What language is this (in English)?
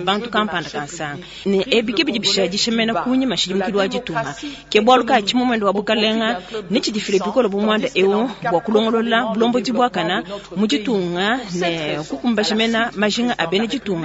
Luba-Lulua